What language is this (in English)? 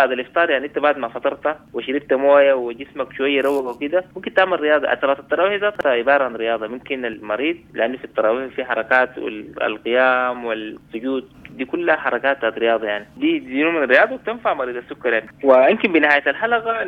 Sudanese Arabic